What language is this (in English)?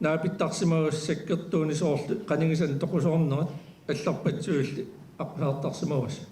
Kalaallisut